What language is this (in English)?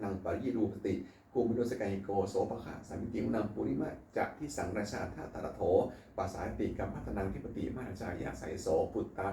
Pali